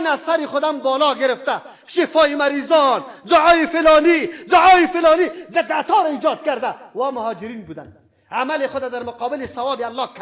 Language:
Persian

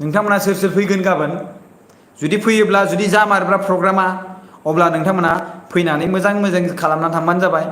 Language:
Bodo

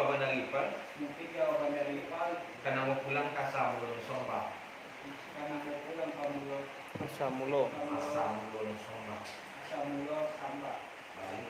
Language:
Minangkabau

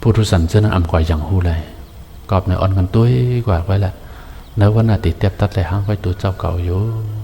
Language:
Shan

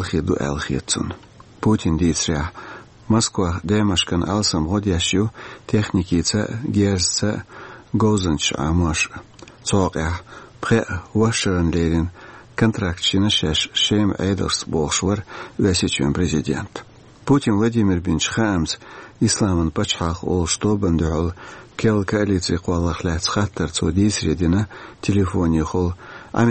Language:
Chechen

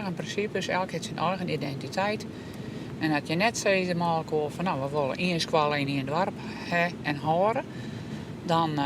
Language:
Western Frisian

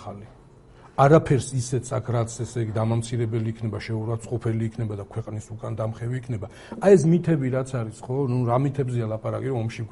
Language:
Georgian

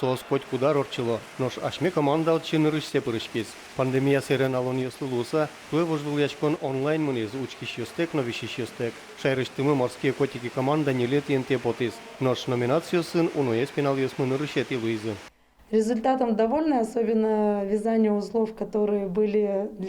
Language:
Udmurt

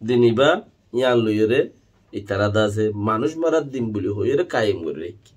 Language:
Rohingya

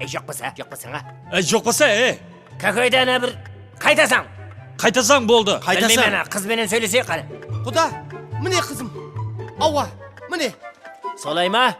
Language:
Kara-Kalpak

